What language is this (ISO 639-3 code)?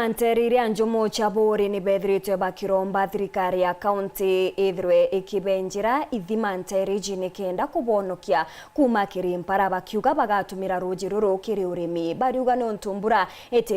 mer